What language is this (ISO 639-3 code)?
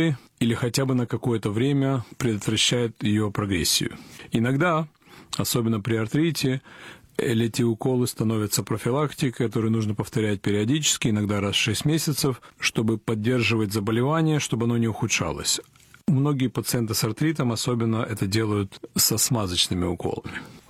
rus